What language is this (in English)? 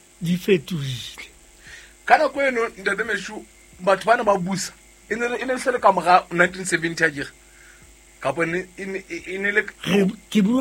Southern Sotho